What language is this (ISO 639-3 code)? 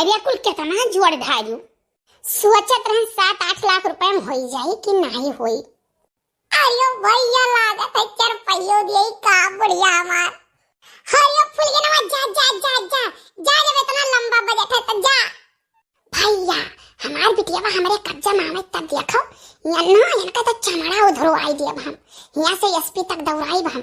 awa